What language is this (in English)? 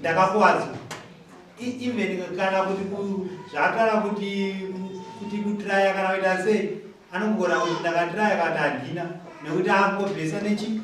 Shona